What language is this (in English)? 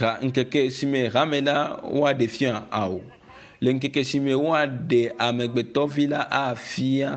Ewe